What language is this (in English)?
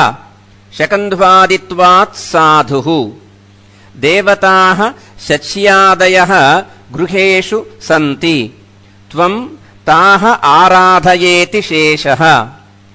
Sanskrit